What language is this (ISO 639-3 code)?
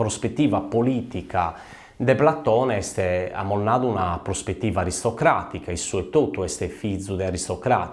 srd